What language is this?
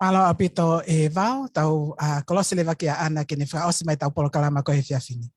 Tongan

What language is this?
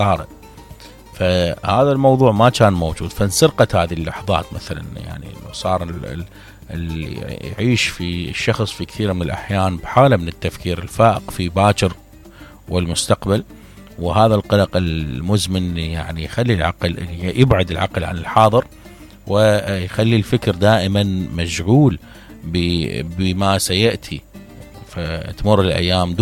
Mesopotamian Arabic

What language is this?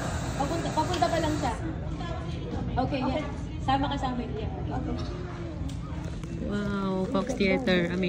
Filipino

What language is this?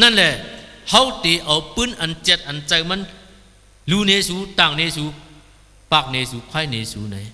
Shan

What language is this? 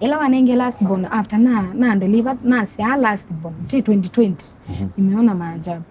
Kamba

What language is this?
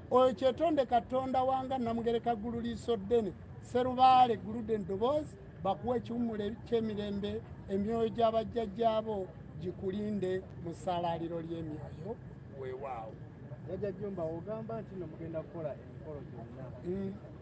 Ganda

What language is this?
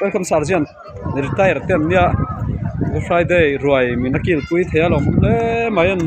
Mizo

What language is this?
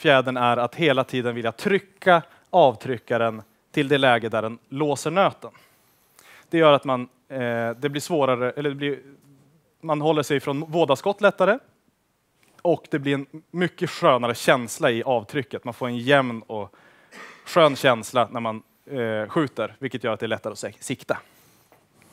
Swedish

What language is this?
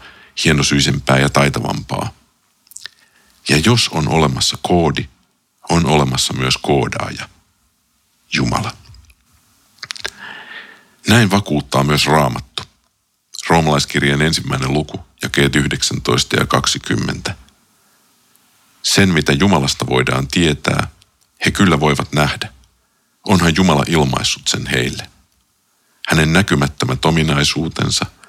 Finnish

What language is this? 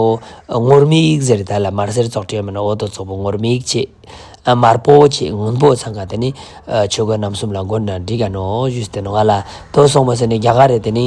Ladakhi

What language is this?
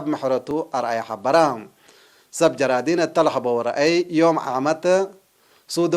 Tigre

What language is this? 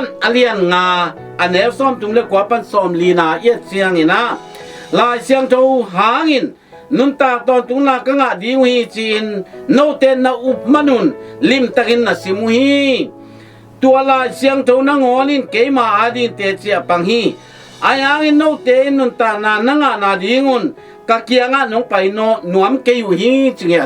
Tedim Chin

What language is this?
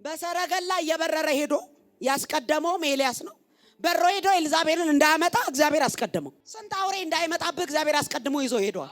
Amharic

